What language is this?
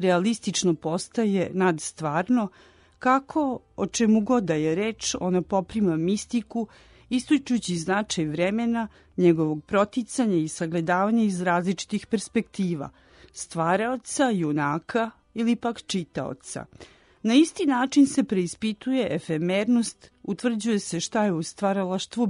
Serbian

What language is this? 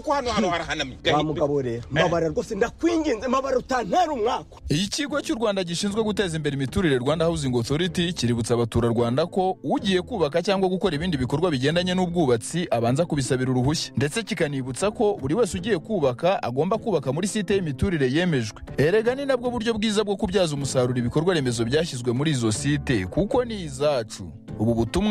Kinyarwanda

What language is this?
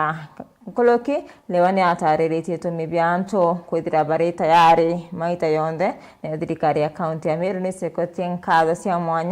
Meru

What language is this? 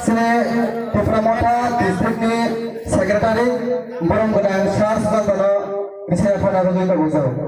Kok Borok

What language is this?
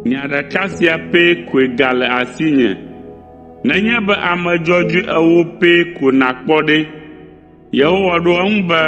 Ewe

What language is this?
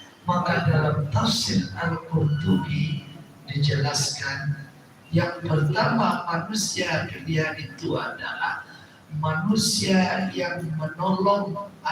Minangkabau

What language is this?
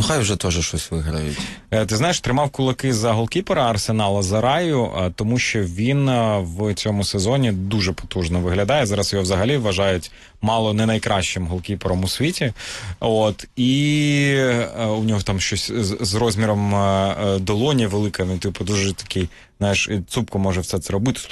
Ukrainian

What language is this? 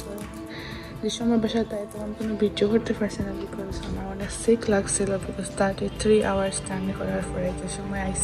Sylheti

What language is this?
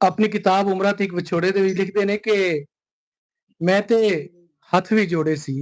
Western Panjabi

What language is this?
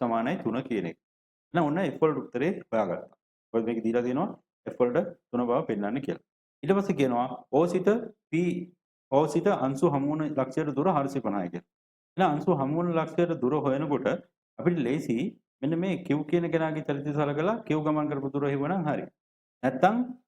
Sinhala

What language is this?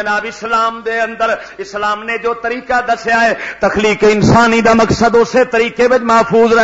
Western Panjabi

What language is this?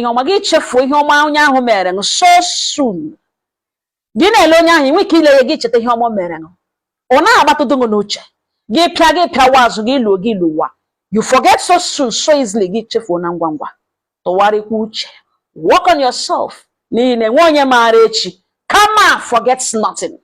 Igbo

